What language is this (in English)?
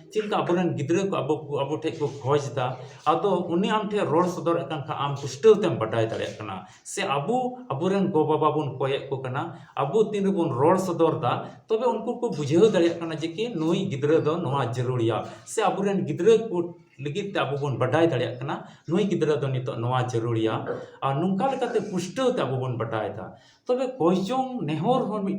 Santali